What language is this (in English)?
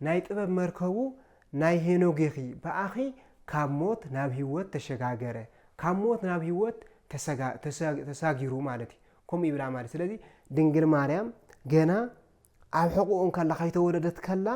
Tigrinya